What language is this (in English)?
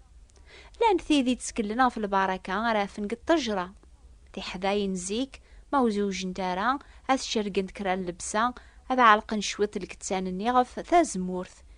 Kabyle